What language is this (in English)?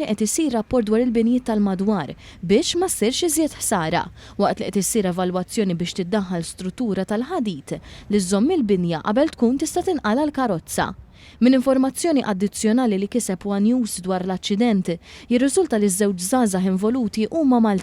Maltese